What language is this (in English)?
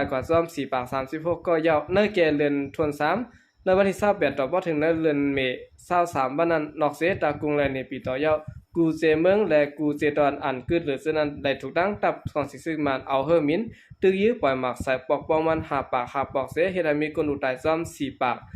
Shan